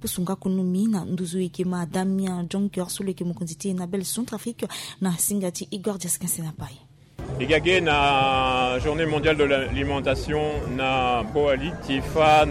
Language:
Sango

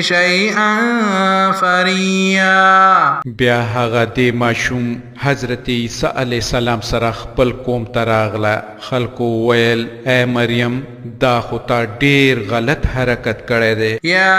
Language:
Pashto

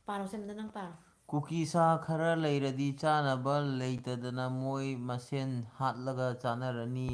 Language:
Manipuri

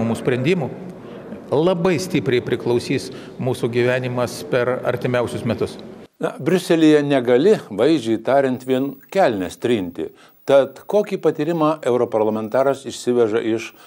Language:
Lithuanian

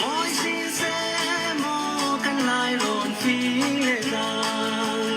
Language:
Falam Chin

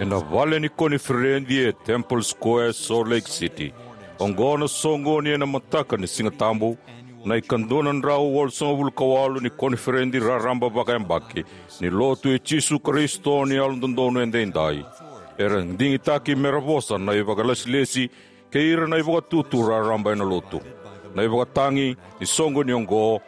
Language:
Fijian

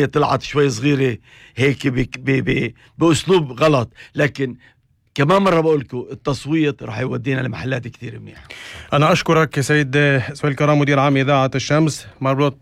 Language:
North Levantine Arabic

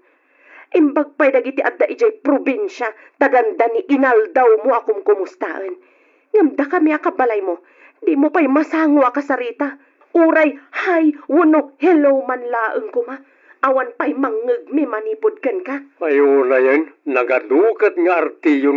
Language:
Iloko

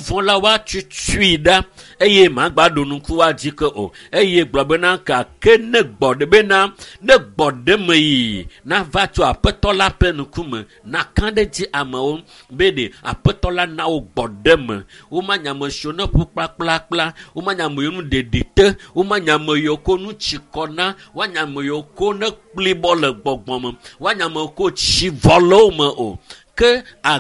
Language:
Ewe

